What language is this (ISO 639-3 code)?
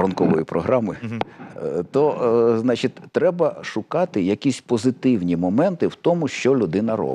ukr